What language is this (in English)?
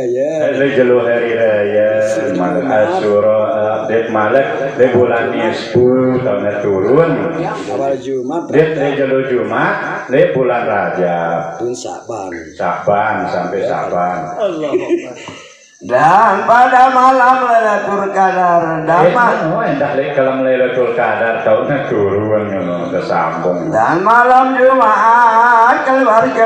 Sasak